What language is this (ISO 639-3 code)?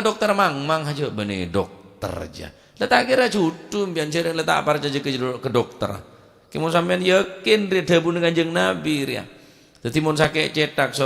mad